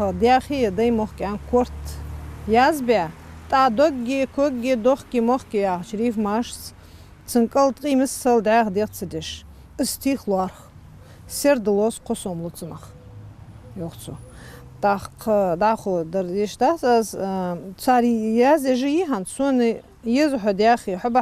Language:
Ingush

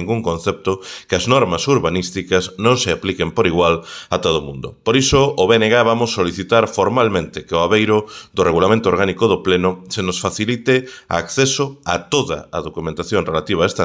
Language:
Galician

